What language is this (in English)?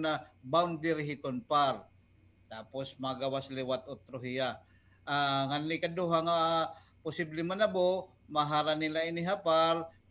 Waray